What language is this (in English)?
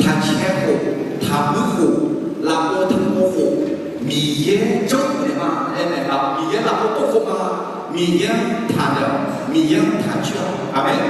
Akha